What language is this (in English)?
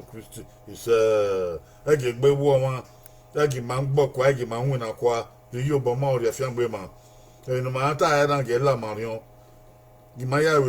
Bini